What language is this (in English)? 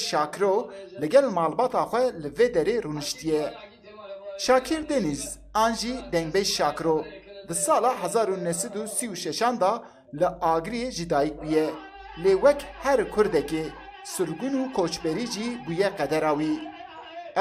Kurdish